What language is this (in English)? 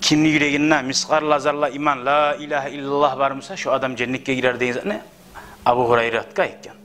Kumyk